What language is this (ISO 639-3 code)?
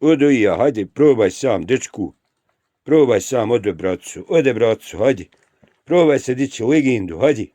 bos